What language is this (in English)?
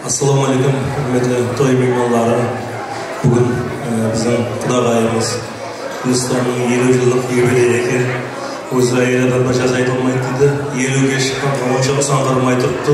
Kara-Kalpak